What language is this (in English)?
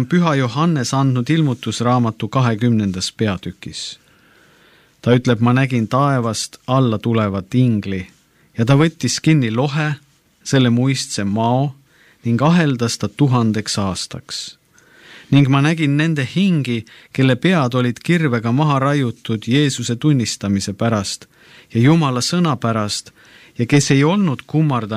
Estonian